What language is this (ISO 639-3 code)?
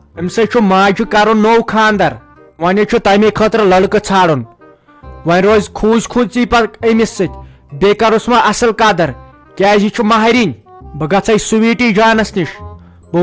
kas